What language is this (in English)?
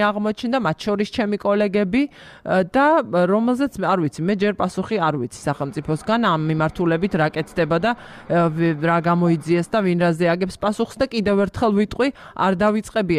Georgian